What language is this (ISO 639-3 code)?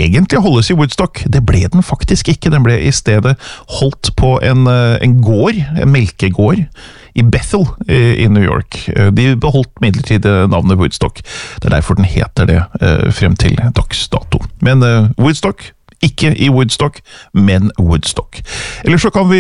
nor